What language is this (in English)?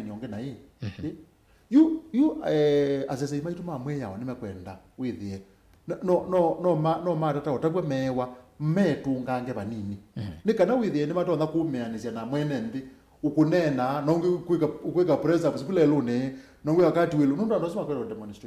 Kamba